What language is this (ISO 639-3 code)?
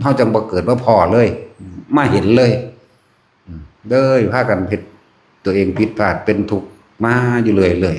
tts